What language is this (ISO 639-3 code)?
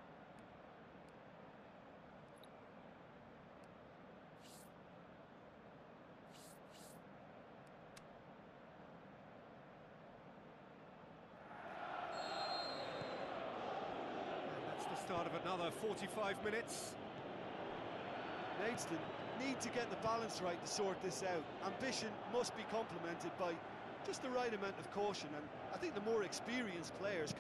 eng